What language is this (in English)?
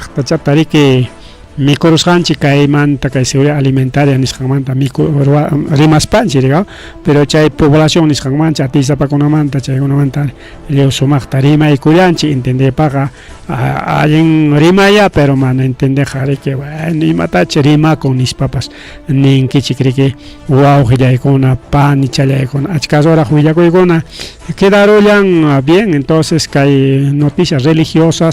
Ayacucho Quechua